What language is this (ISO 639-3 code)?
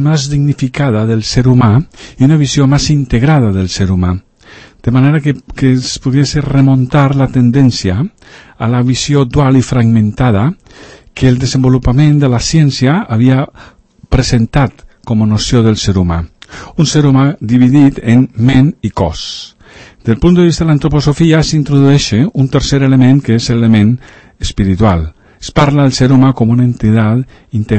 cat